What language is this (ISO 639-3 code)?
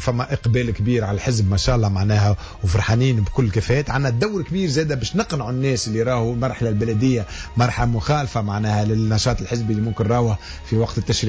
aeb